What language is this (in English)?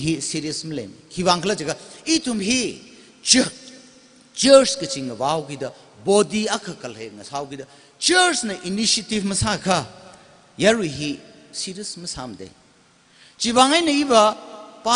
Tangkhul Naga (India)